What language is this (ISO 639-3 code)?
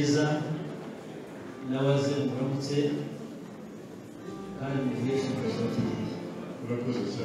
kin